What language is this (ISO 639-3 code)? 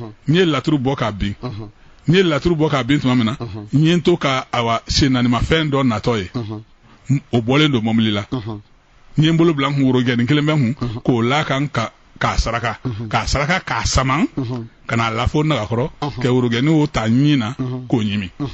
bam